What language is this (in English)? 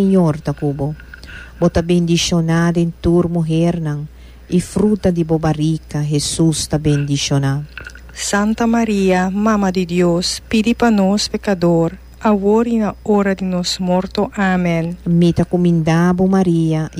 Papiamento